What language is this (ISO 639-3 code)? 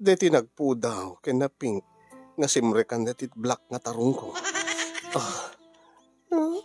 ilo